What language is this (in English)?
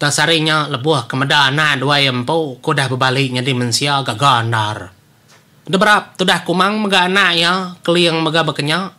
Iban